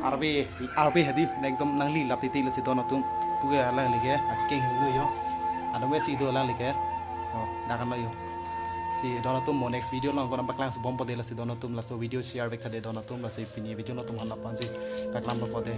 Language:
Karbi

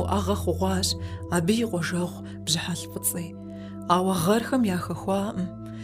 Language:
Kabardian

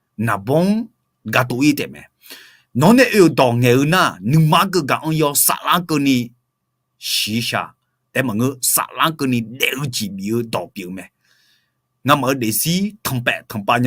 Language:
Akha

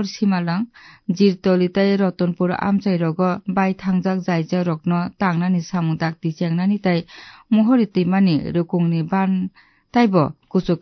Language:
Kok Borok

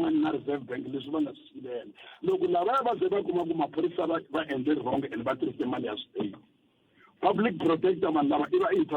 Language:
Tsonga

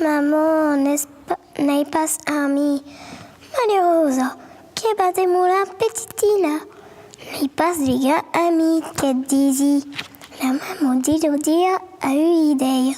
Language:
Occitan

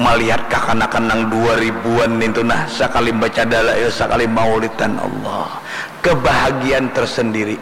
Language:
Banjar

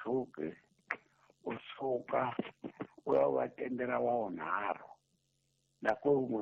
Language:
Tsonga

